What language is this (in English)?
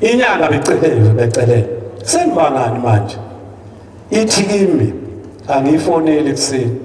Zulu